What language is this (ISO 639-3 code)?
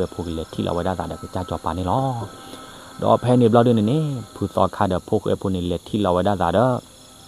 ksw